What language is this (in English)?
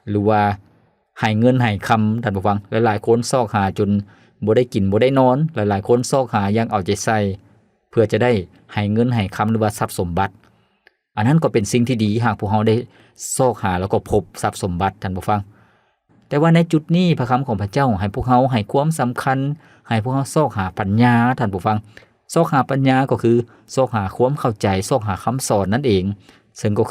Lao